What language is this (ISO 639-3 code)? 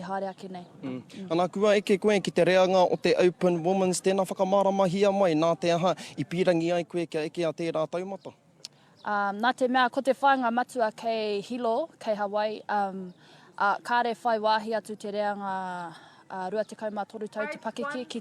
mri